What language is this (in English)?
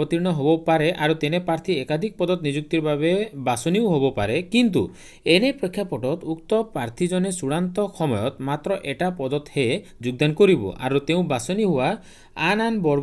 Assamese